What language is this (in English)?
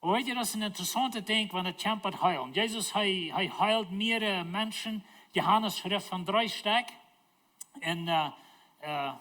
Plautdietsch